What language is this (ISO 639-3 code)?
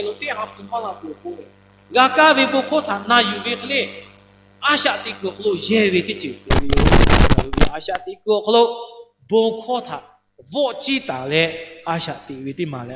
lhu